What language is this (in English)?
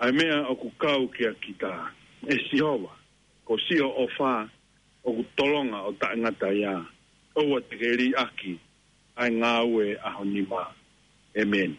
Tongan